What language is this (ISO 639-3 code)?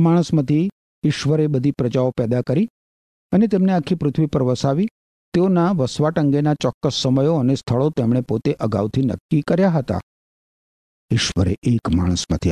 guj